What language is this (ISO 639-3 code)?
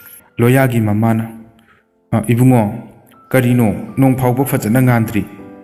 mni